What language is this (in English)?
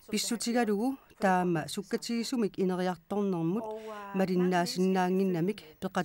Kalaallisut